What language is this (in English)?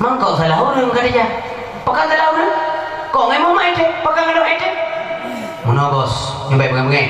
Achinese